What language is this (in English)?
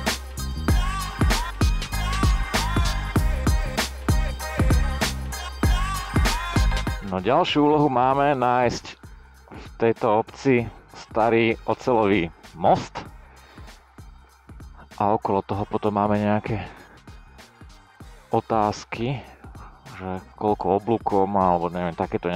Slovak